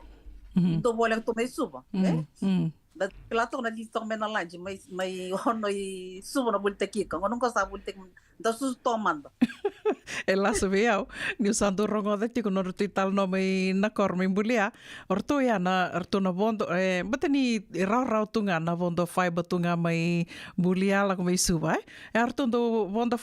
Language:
Fijian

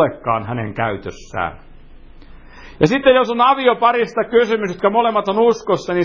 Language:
Finnish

